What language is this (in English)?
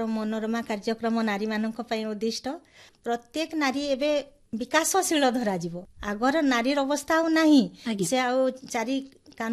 Odia